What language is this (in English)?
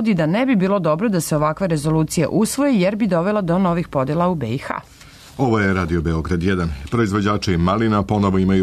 Serbian